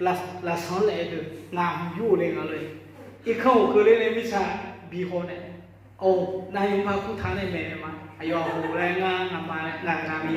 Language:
Akha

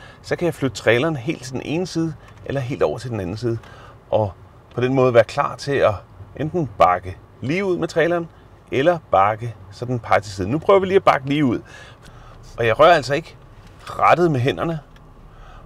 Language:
Danish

